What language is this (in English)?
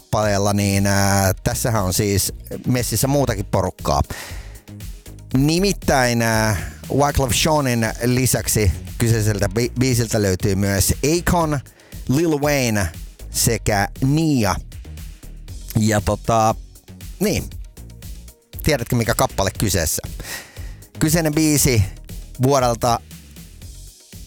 Finnish